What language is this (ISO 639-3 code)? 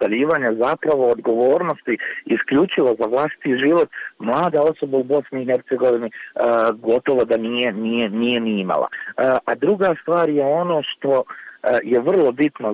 bos